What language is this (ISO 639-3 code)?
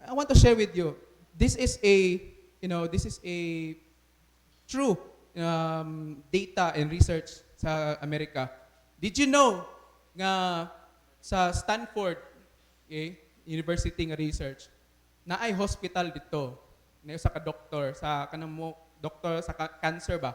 ceb